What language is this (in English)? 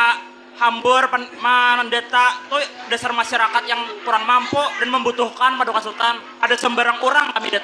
Banjar